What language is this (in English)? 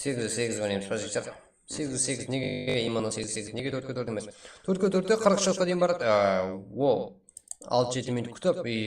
Kara-Kalpak